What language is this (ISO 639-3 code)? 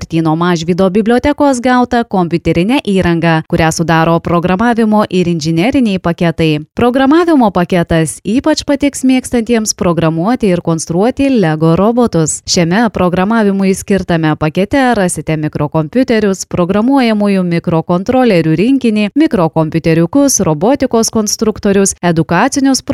lit